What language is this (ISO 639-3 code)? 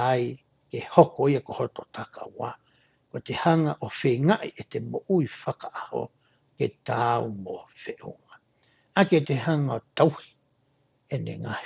ton